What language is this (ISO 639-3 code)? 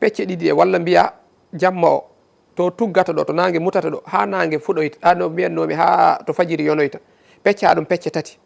ful